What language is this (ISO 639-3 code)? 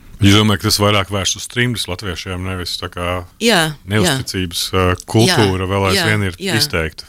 lav